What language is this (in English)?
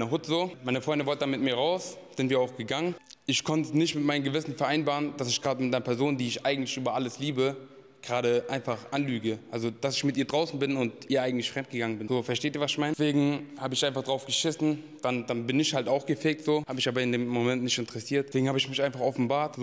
German